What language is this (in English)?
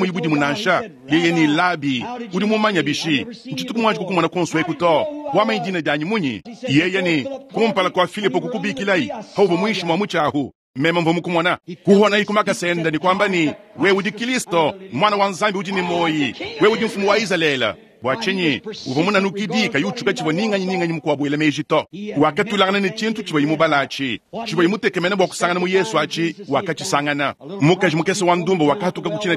Luba-Lulua